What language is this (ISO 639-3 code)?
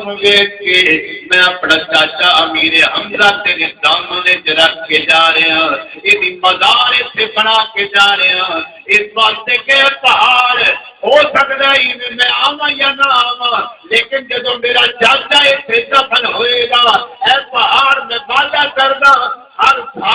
skr